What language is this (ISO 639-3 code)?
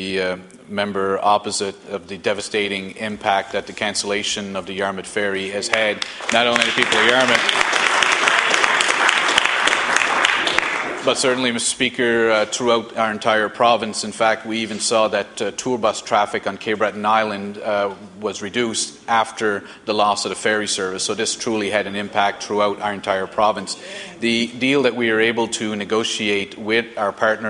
eng